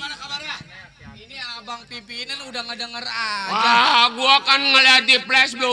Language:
Betawi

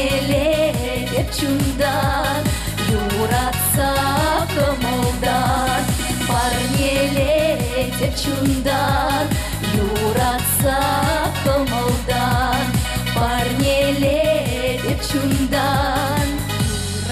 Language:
Chuvash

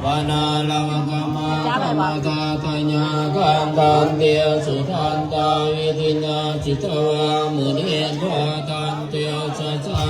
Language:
Pali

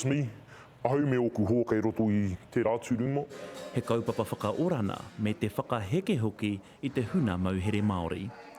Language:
Māori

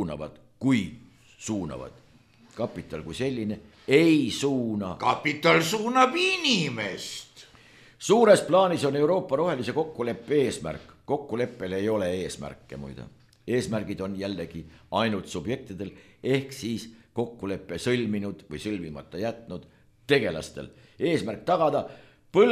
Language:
Estonian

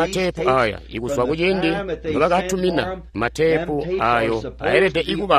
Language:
Tonga (Zambia)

